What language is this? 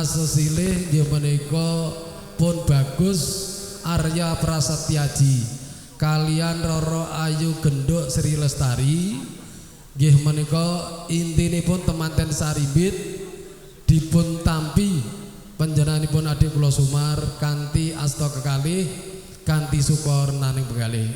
Javanese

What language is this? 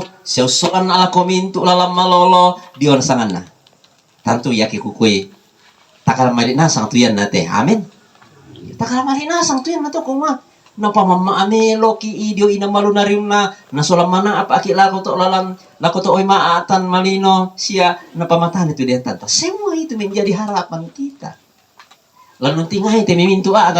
Toraja-Sa'dan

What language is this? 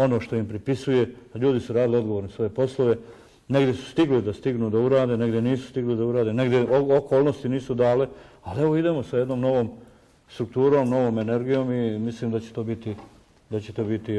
Bosnian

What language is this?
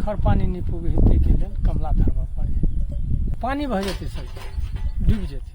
Maithili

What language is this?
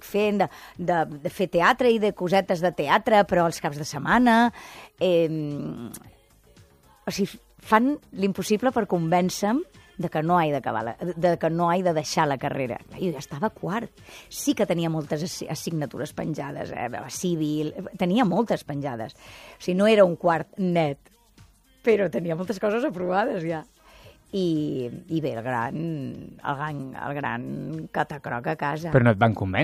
Catalan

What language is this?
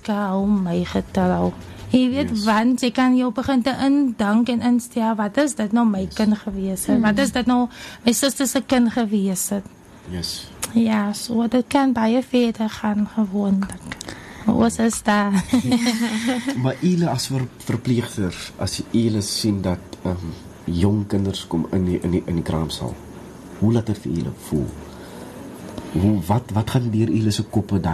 Afrikaans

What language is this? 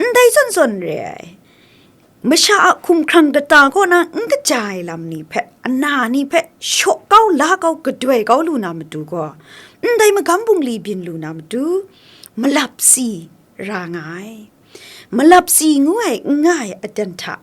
Kachin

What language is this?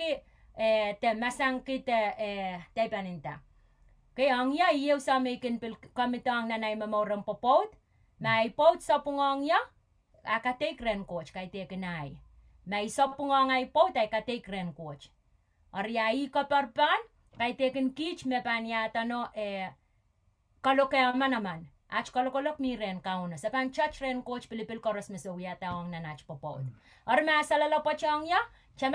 Pohnpeian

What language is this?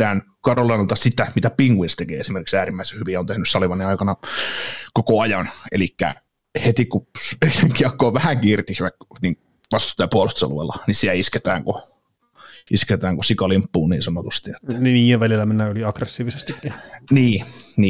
Finnish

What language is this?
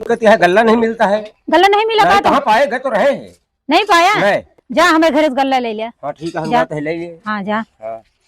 Awadhi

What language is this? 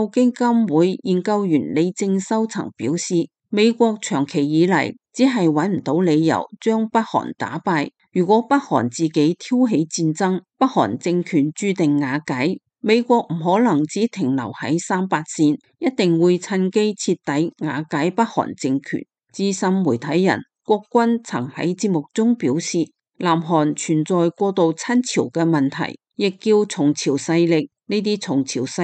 Cantonese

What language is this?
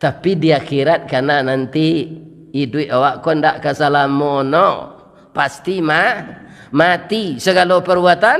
Minangkabau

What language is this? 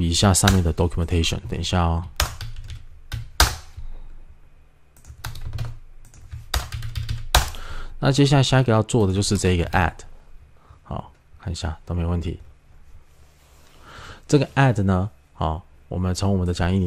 Chinese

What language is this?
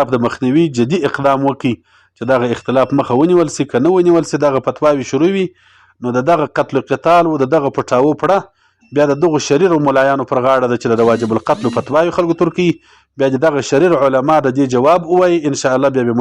Pashto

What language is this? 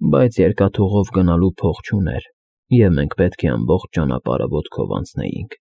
Armenian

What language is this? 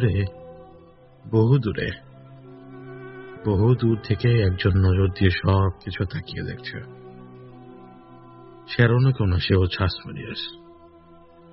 Bangla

